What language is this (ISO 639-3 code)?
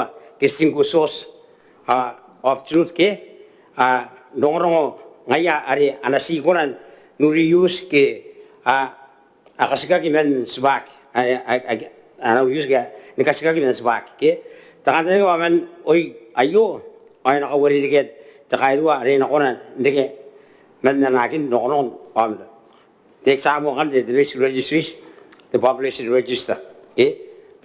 gil